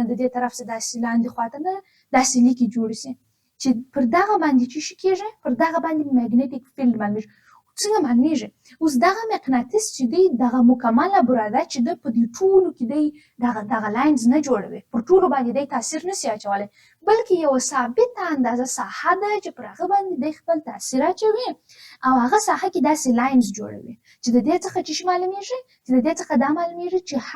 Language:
Pashto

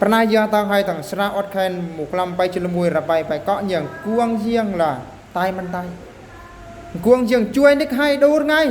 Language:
Eastern Bru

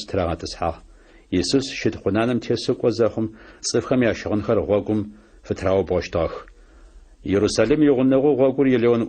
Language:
Adyghe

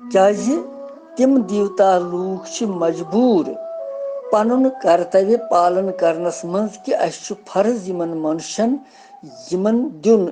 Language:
Kashmiri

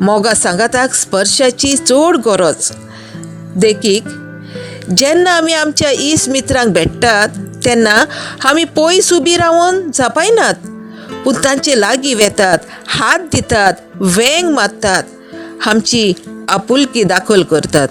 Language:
Konkani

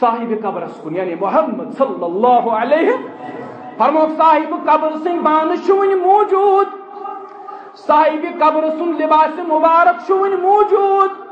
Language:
Kashmiri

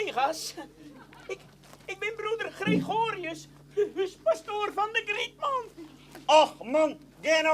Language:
Western Frisian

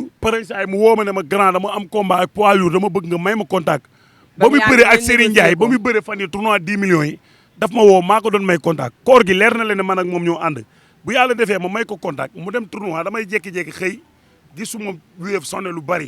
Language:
Wolof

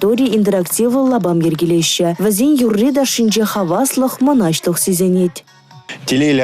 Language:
Chuvash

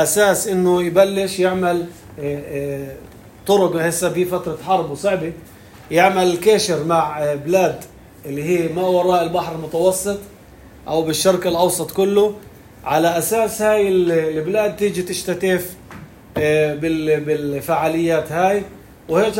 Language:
North Levantine Arabic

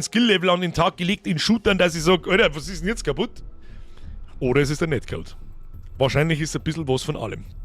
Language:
Bavarian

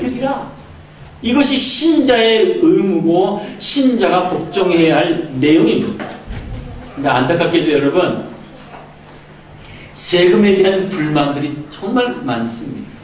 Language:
Korean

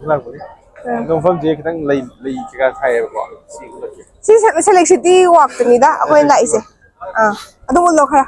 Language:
Manipuri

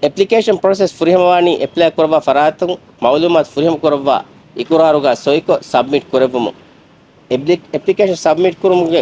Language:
Divehi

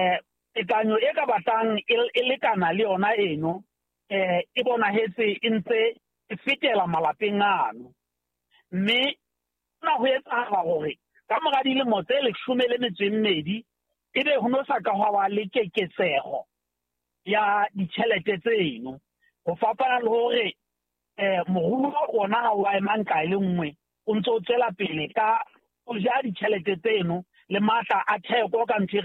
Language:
Southern Sotho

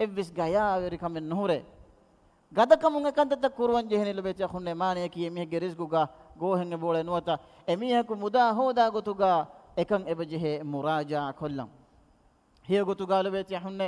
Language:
Divehi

